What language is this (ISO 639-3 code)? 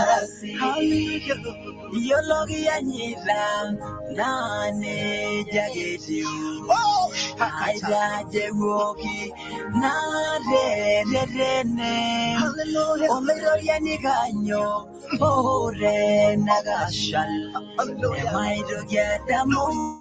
mas